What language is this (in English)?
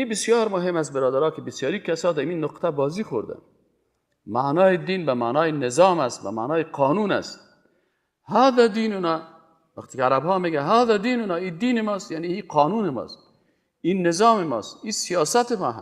Persian